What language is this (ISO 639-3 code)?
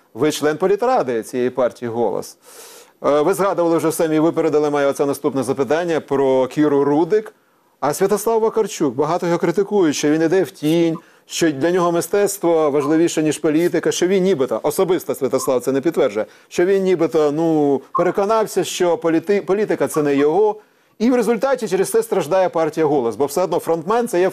ukr